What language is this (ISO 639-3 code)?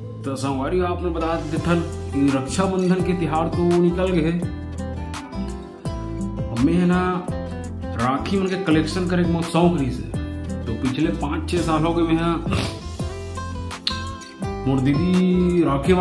hne